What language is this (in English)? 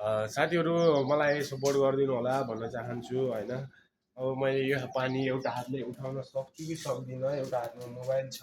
Nepali